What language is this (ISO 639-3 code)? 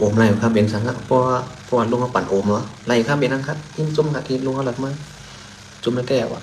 shn